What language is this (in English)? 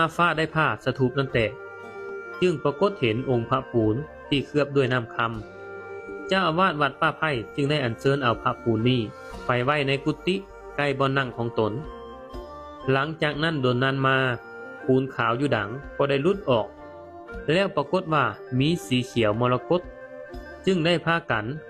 Lao